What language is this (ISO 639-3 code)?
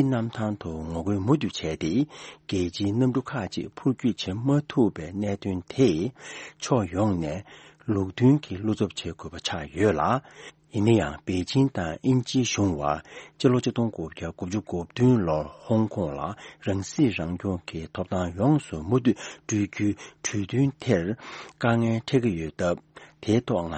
bod